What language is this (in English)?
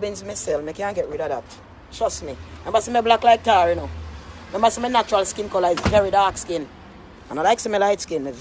Jamaican Creole English